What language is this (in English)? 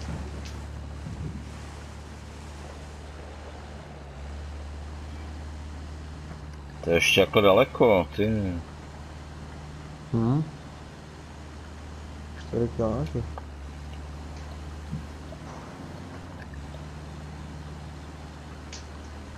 Czech